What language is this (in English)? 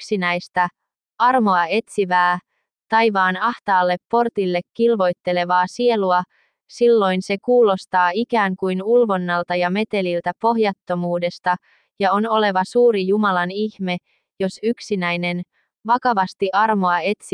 Finnish